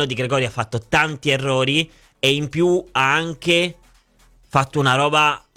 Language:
Italian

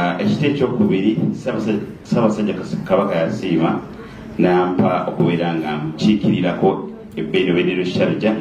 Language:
Soga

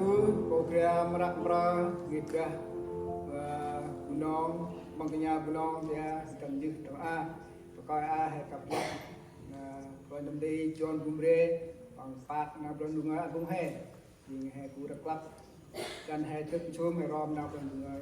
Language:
Central Mnong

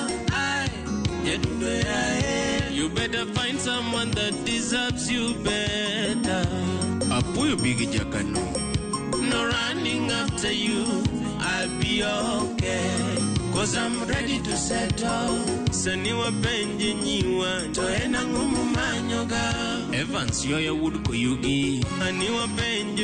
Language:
Luo (Kenya and Tanzania)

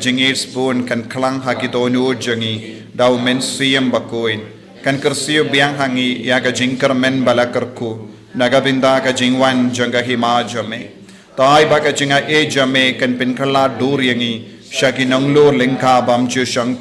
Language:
Khasi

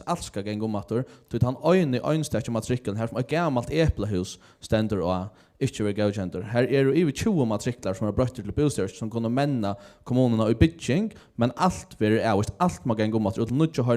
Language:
Faroese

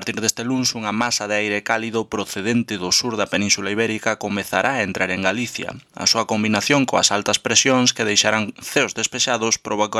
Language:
Galician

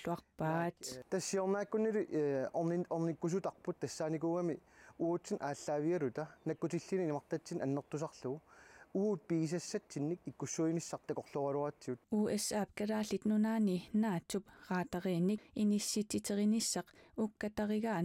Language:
Kalaallisut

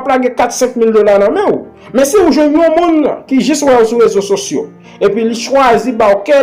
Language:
Haitian Creole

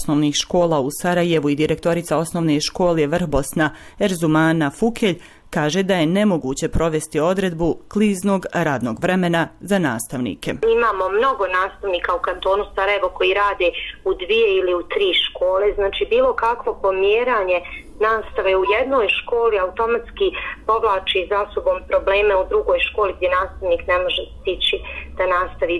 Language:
Bosnian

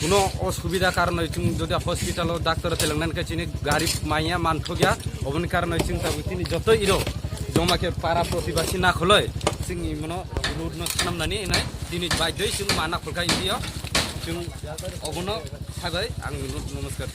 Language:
Kok Borok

